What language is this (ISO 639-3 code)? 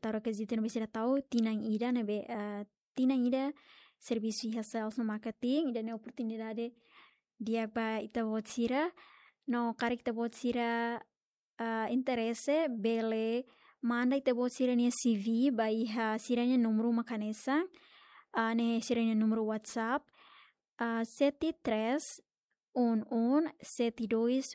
tet